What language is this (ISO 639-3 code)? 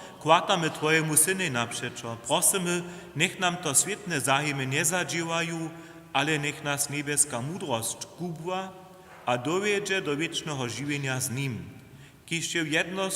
hsb